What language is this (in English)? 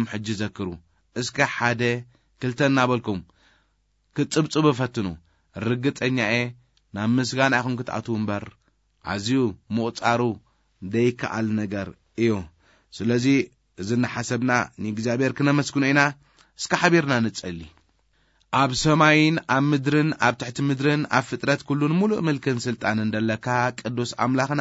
Tigrinya